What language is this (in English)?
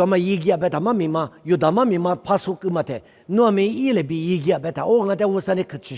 Lisu